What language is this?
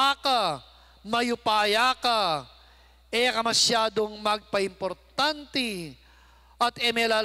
Pampanga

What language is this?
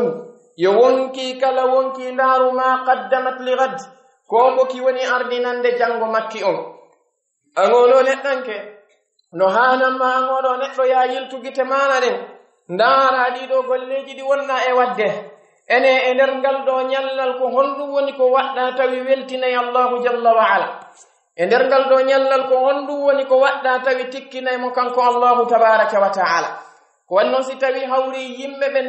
Pular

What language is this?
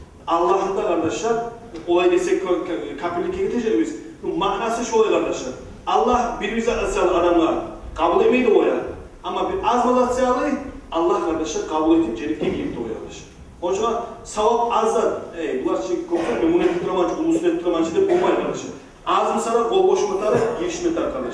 Kumyk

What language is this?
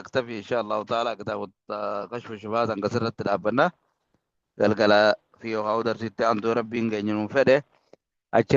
Oromo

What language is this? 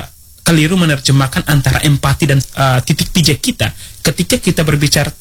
Indonesian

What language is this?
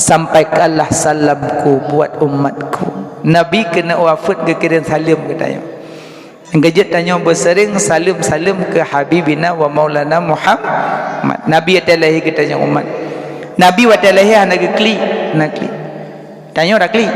Achinese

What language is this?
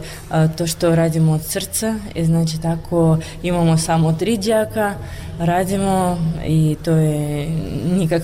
Croatian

